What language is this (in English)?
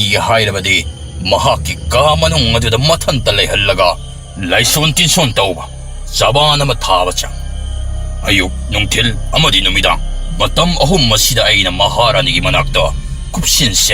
Manipuri